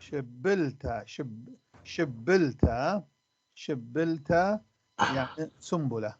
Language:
North Levantine Arabic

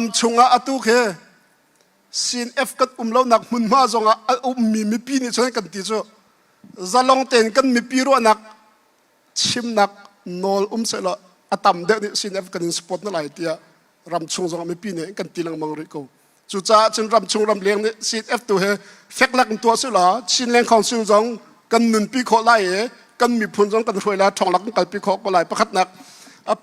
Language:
Hakha Chin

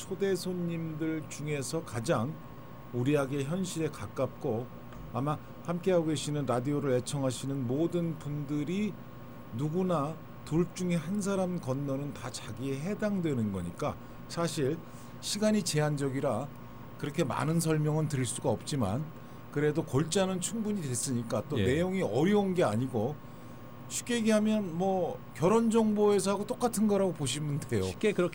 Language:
Korean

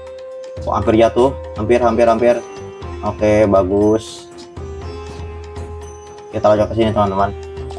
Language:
Indonesian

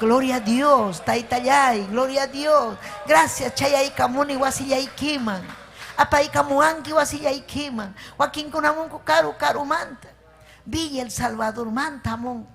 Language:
Ayacucho Quechua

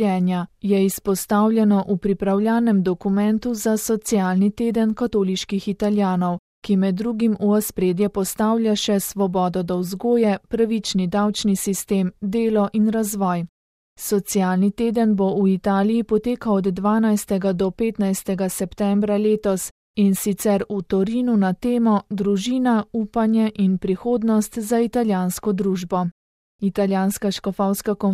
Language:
Slovenian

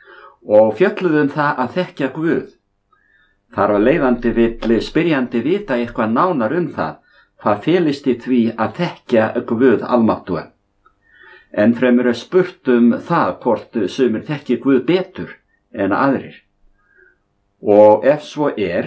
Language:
Icelandic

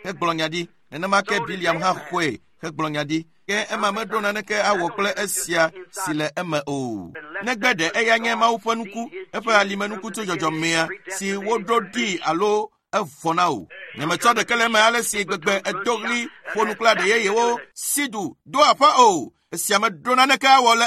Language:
Ewe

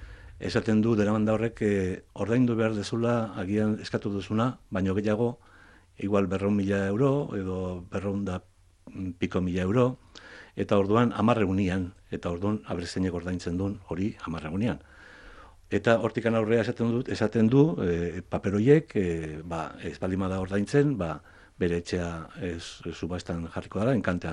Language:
Basque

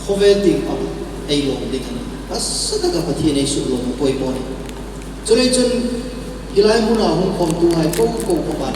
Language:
Hmar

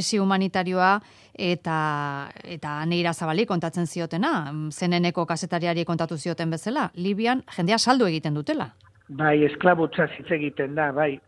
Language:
Basque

